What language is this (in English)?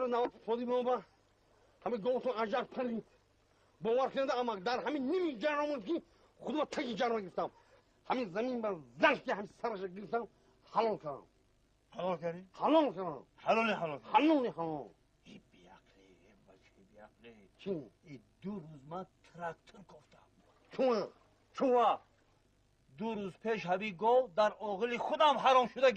Tajik